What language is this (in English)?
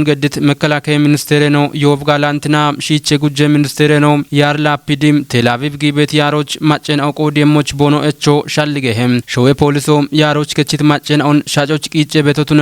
Kafa